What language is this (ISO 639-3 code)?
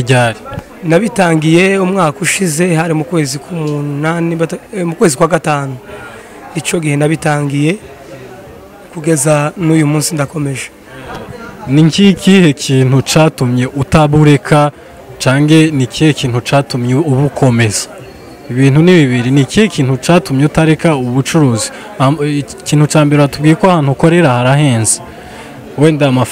kin